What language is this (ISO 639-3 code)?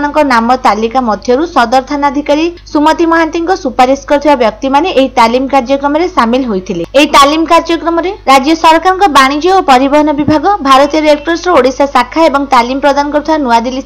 ori